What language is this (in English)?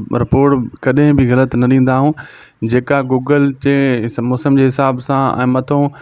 Sindhi